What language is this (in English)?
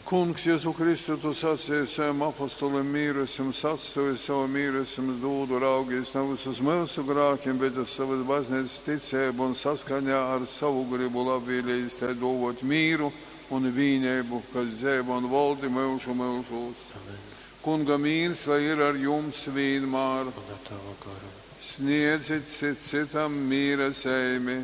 Latgalian